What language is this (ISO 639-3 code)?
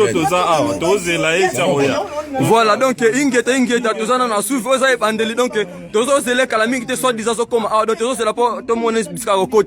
lin